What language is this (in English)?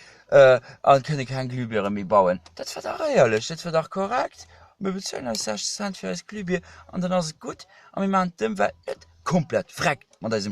Luxembourgish